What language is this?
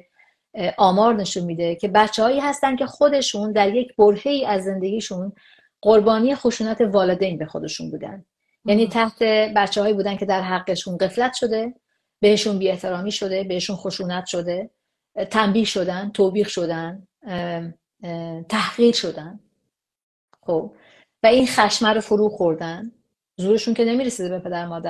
Persian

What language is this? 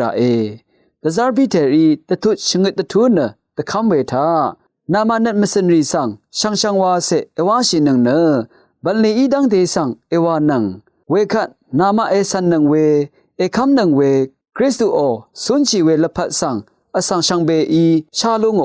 Rawang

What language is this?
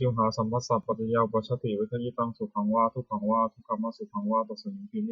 Pali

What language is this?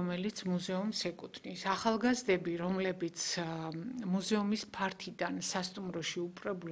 Georgian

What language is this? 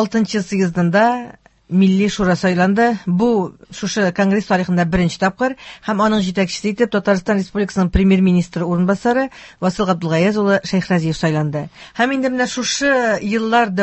Tatar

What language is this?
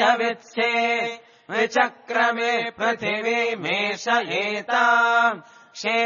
Sanskrit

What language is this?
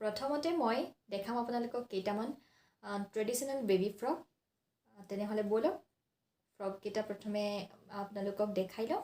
Assamese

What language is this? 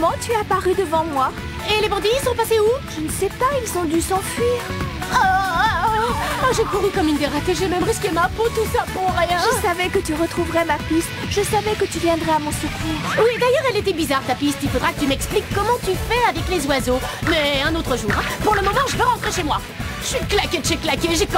French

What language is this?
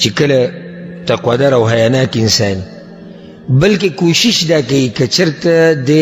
Pashto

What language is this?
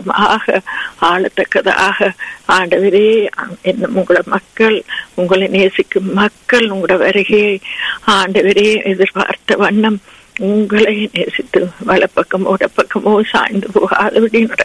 Tamil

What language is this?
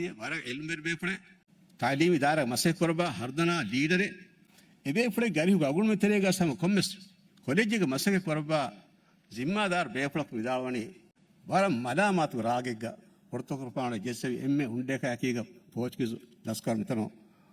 Divehi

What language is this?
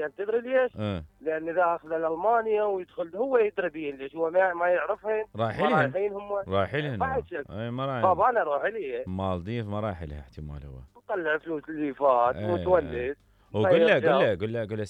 Mesopotamian Arabic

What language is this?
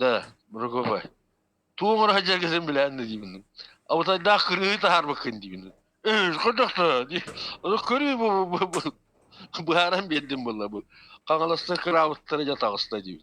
Yakut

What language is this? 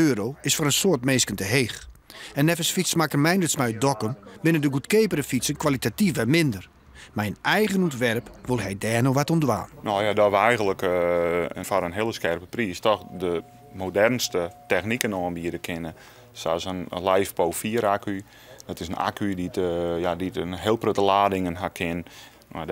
Western Frisian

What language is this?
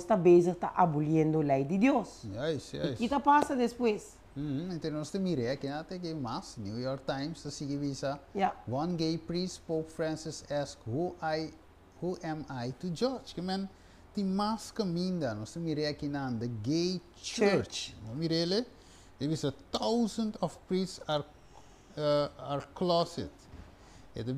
Papiamento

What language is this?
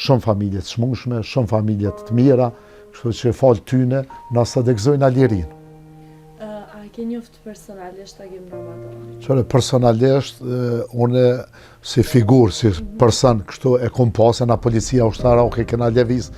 Albanian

